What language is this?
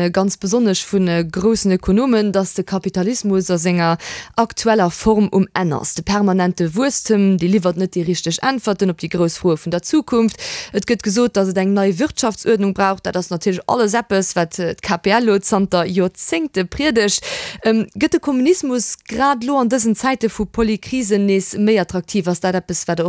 Luxembourgish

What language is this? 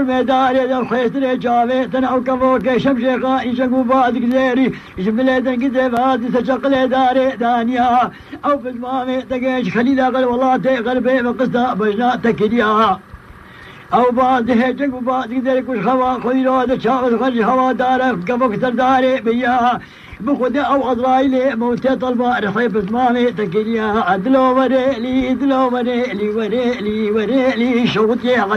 North Levantine Arabic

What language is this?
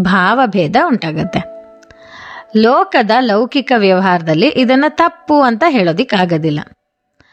Kannada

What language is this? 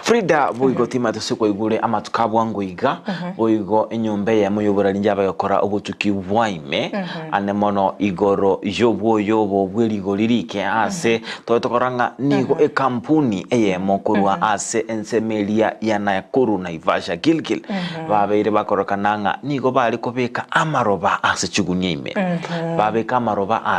Gusii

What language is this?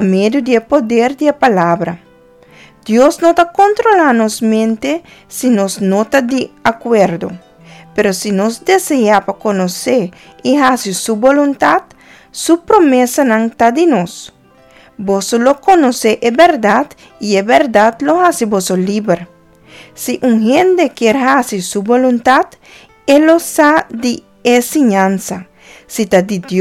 Papiamento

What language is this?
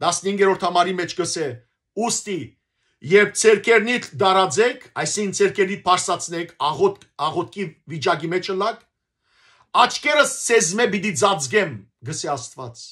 Western Armenian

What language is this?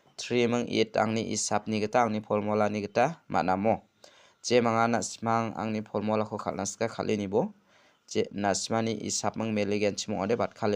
Garo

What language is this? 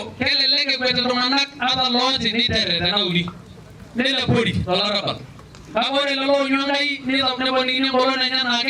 Masai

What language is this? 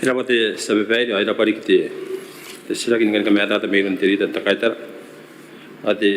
Gilbertese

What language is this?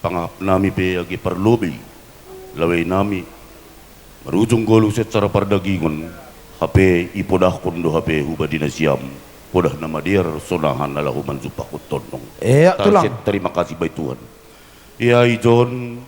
Batak Simalungun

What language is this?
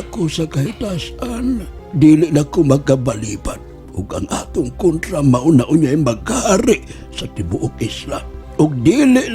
Cebuano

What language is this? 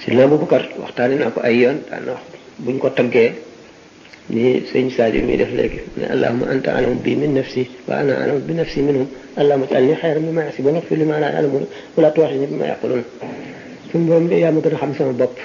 Wolof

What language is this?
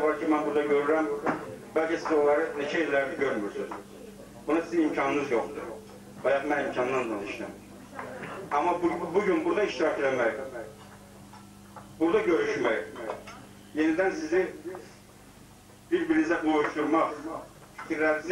Azerbaijani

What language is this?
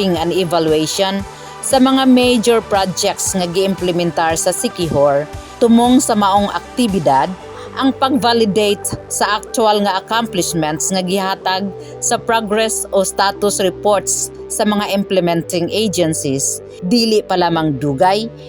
Cebuano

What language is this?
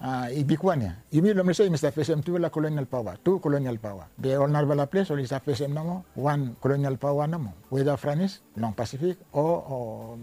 Bislama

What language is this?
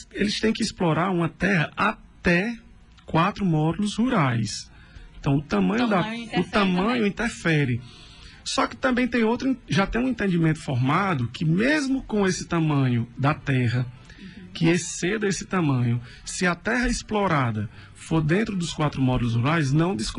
Portuguese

